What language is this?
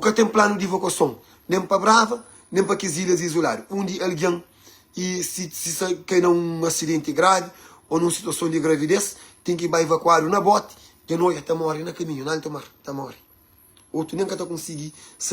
Kabuverdianu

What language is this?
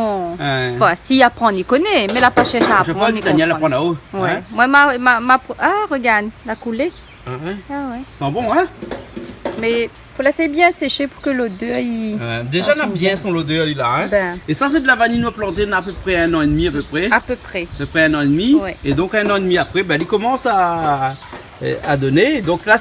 Réunion Creole French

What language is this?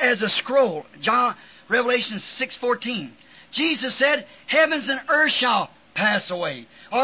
English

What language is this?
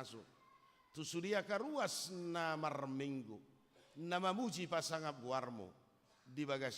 Batak Toba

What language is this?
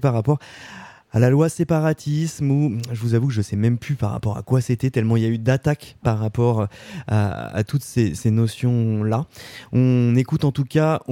French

